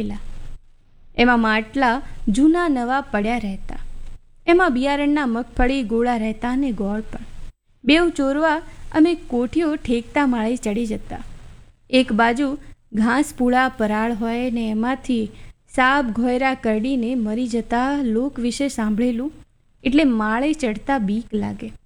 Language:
Gujarati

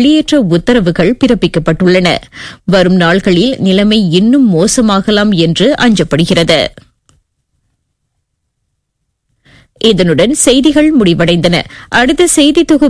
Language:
Tamil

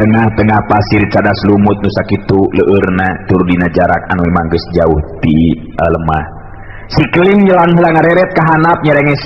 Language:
Sundanese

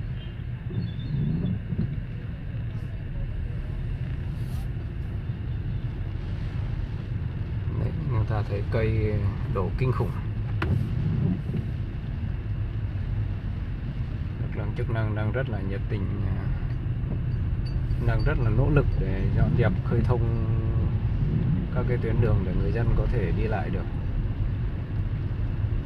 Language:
Vietnamese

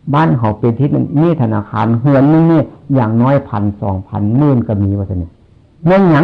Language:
Northeastern Thai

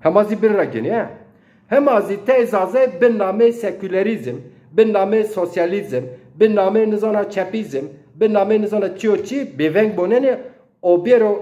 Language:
Zaza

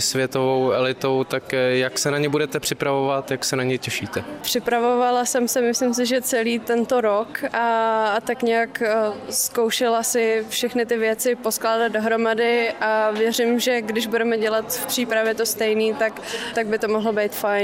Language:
Czech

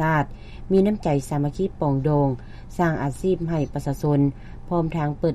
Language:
Lao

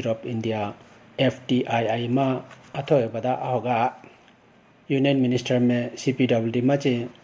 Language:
Idu-Mishmi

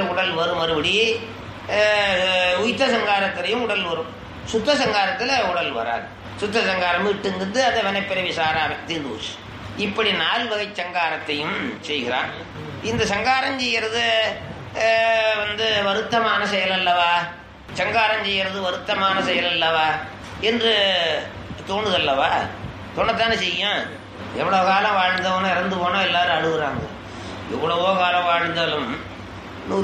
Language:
Tamil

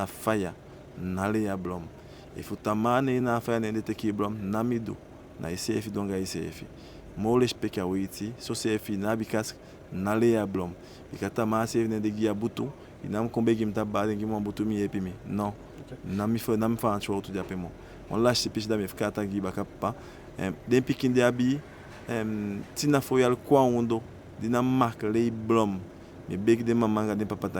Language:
Eastern Maroon Creole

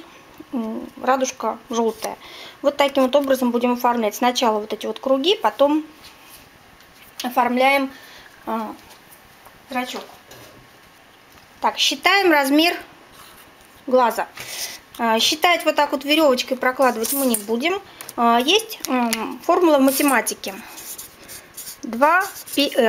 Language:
Russian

